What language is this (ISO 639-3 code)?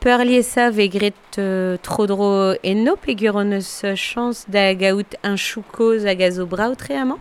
bre